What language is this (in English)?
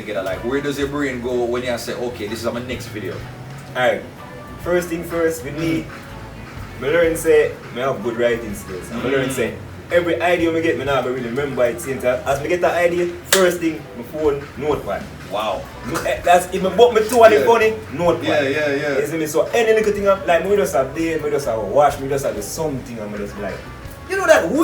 Jamaican Creole English